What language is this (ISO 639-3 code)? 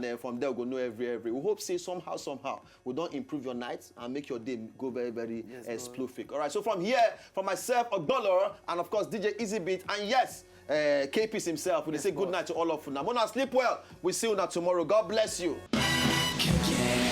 pcm